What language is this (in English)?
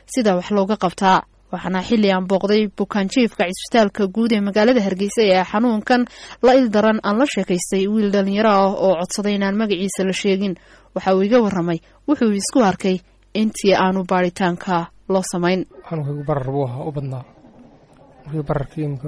Somali